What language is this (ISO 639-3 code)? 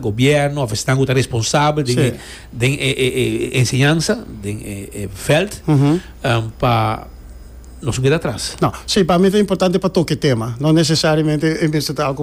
pap